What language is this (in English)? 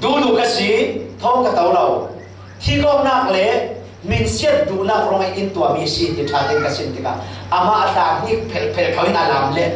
Falam Chin